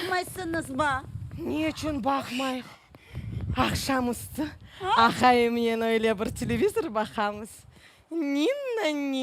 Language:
Crimean Tatar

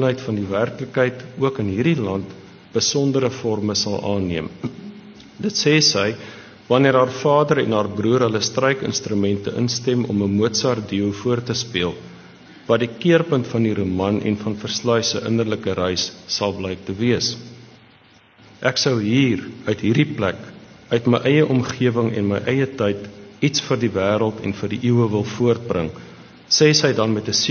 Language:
Afrikaans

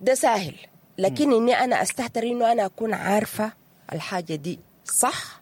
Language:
Sudanese Arabic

